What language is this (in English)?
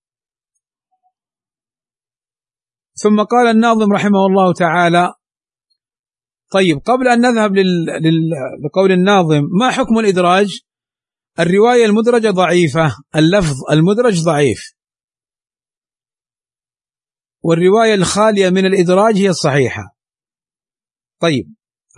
Arabic